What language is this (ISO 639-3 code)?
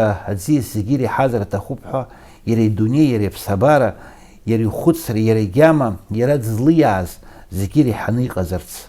abk